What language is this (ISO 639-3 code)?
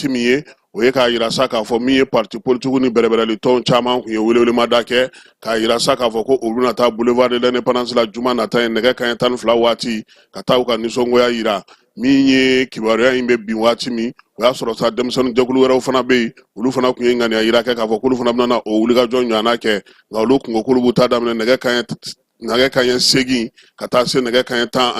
bam